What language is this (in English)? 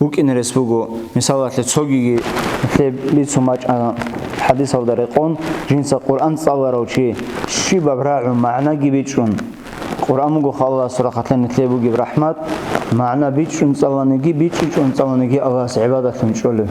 Avaric